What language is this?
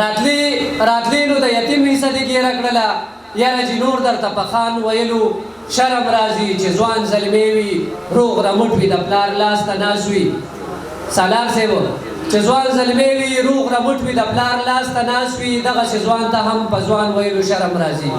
Pashto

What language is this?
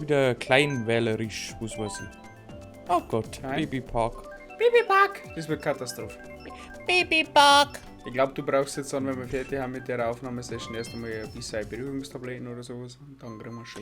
Bavarian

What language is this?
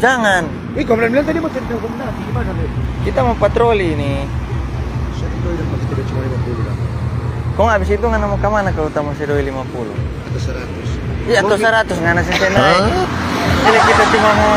Manado Malay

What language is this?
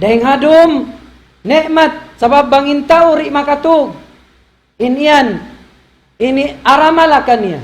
Tausug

